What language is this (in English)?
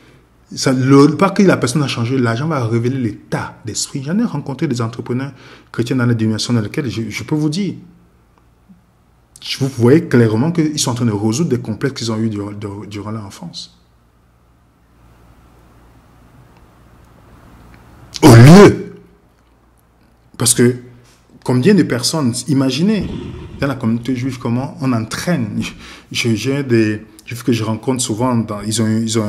French